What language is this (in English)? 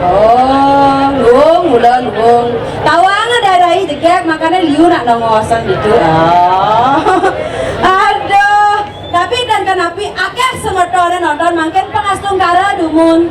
Balinese